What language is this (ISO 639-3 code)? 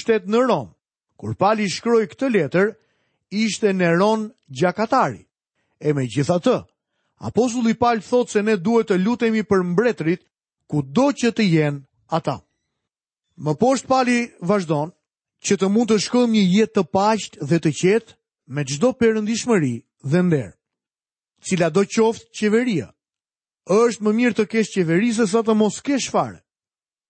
sqi